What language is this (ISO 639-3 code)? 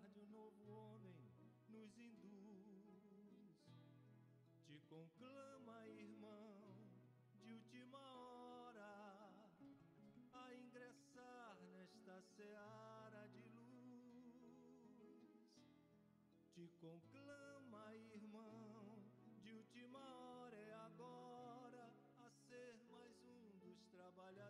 por